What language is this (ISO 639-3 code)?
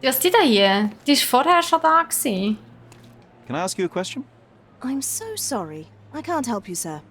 gsw